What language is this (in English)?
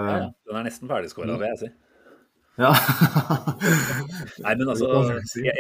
Norwegian